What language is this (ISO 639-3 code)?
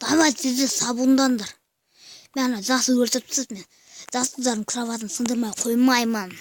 kaz